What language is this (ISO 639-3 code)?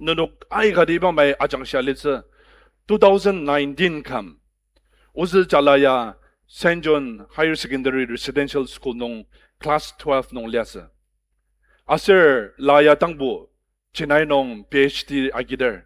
njo